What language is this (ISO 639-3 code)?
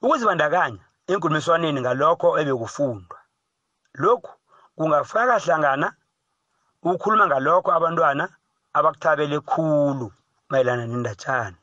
nbl